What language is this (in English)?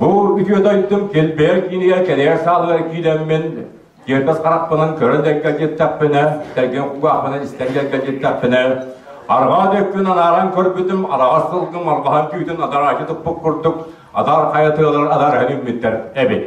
Yakut